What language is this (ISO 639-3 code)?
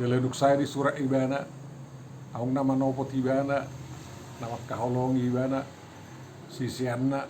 bbc